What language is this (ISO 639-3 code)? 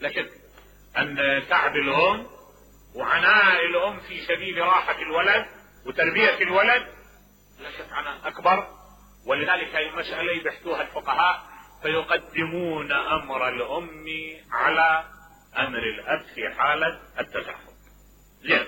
acm